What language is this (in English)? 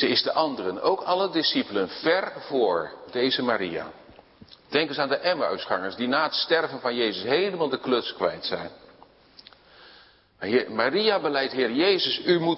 Dutch